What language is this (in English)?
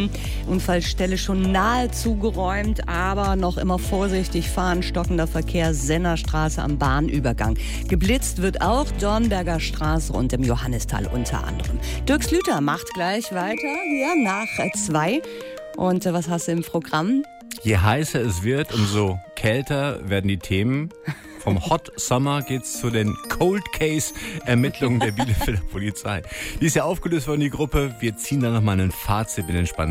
German